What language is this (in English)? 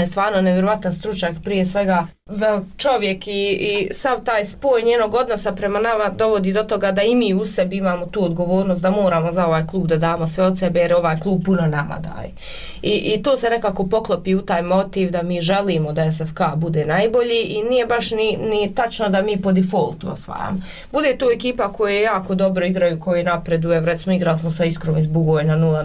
Bosnian